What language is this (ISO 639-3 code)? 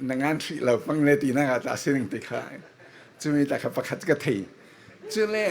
cfm